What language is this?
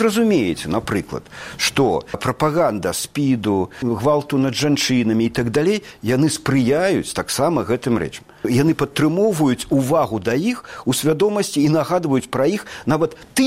Belarusian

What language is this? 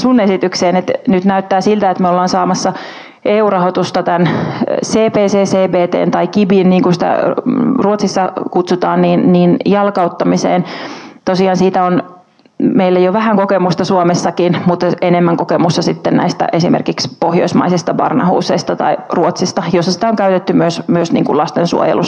Finnish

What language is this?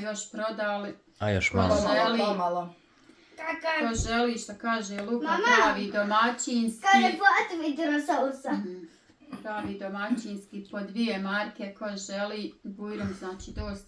Bosnian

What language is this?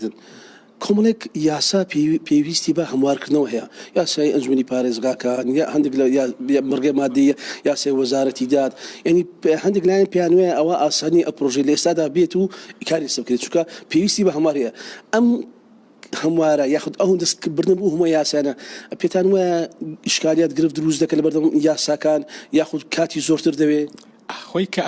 Central Kurdish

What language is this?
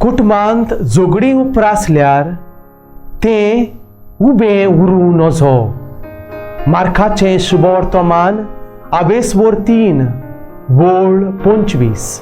Konkani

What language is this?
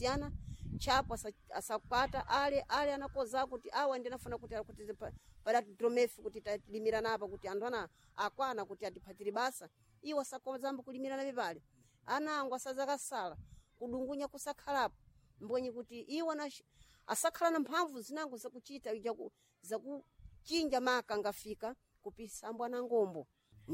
Sena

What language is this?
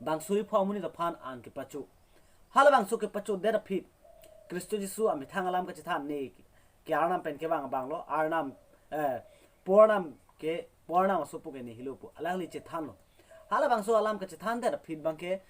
Karbi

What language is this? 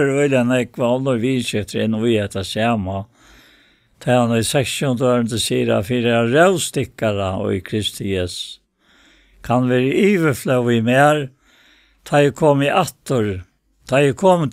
Faroese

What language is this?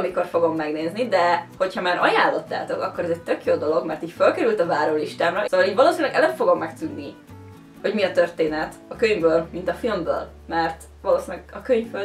Hungarian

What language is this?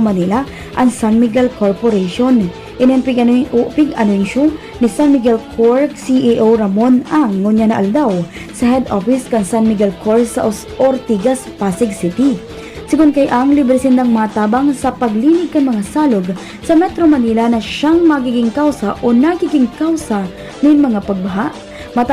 Bikol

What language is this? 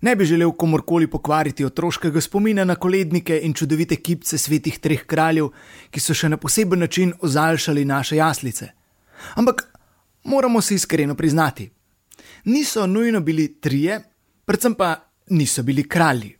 Slovenian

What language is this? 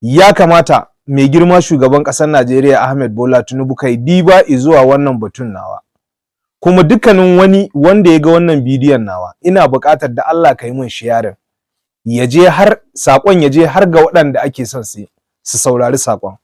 Hausa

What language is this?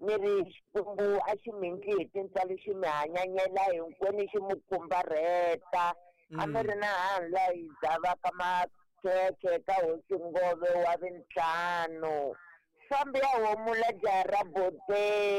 Tsonga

